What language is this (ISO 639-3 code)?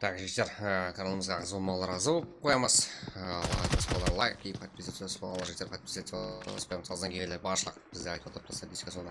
kaa